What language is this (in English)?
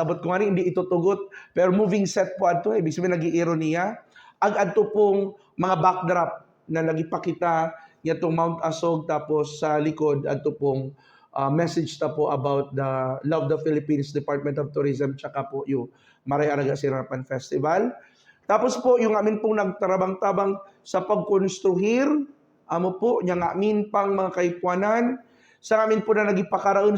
Buhi'non Bikol